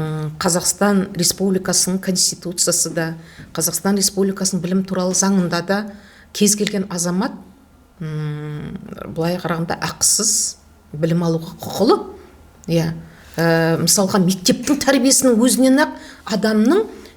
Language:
Kazakh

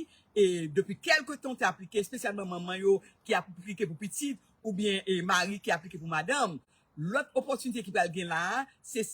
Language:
Haitian Creole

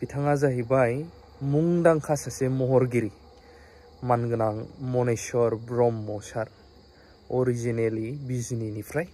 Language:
Bodo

